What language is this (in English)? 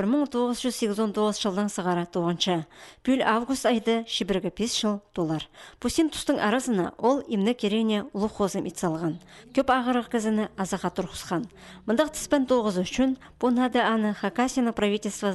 Khakas